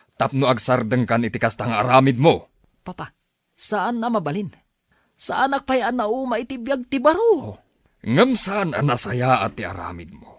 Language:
Iloko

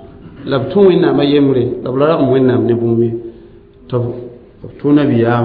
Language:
Mossi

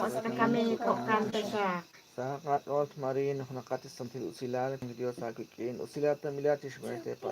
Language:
Kekchí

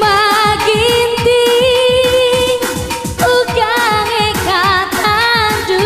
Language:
Batak Karo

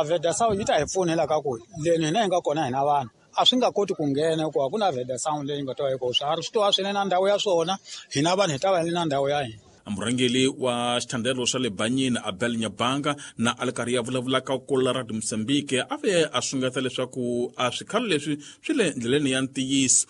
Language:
Tsonga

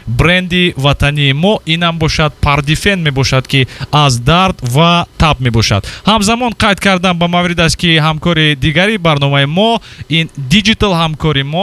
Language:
Tajik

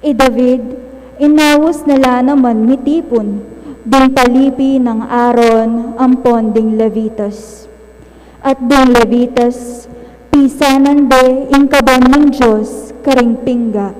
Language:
Pampanga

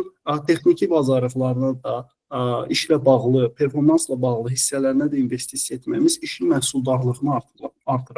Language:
Azerbaijani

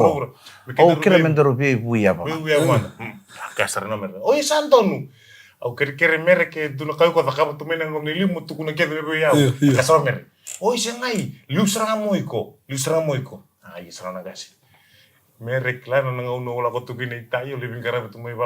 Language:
Fijian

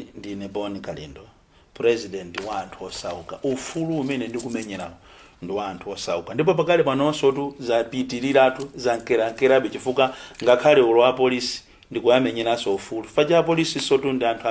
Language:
Nyanja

